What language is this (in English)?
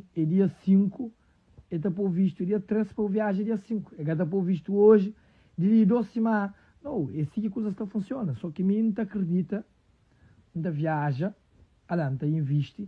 Kabuverdianu